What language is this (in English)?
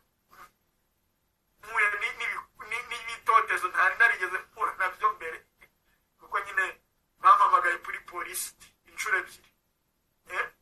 Kinyarwanda